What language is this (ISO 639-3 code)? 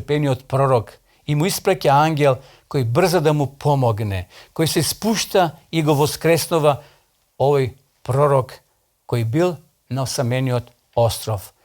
mkd